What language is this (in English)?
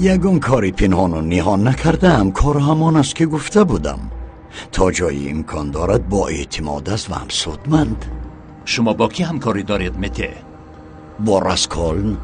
Tajik